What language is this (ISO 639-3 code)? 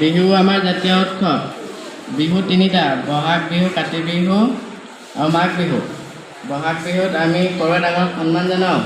asm